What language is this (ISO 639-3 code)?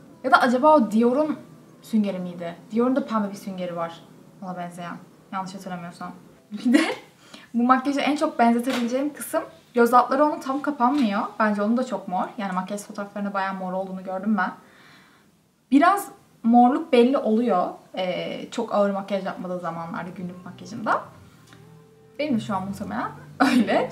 tur